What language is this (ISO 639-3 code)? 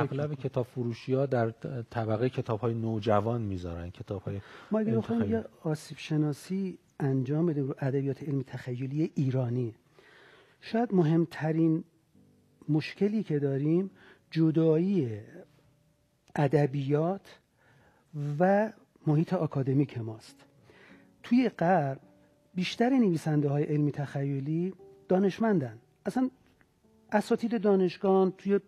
fas